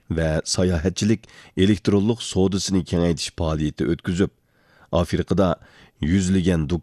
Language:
Uyghur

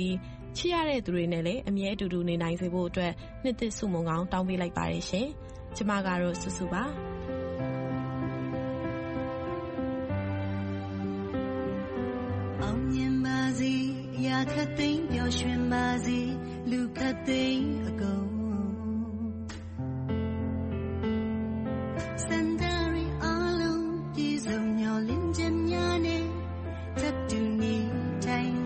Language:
Burmese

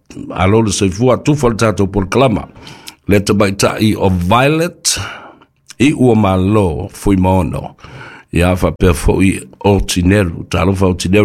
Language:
Samoan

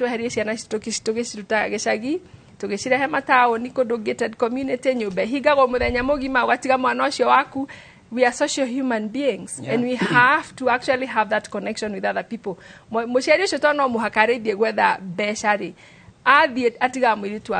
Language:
Kikuyu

